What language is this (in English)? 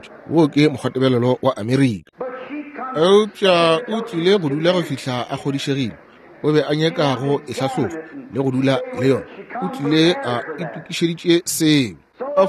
Northern Sotho